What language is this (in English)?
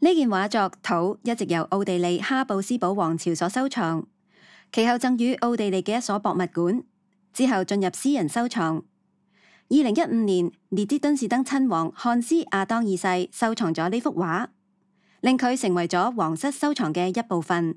Cantonese